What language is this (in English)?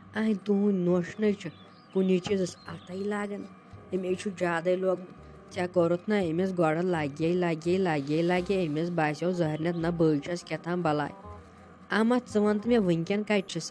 Kashmiri